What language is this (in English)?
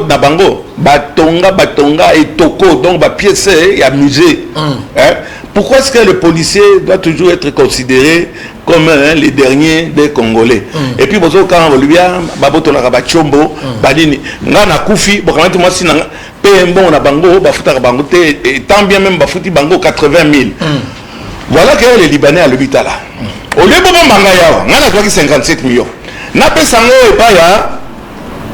Lingala